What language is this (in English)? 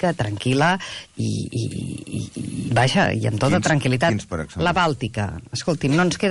Catalan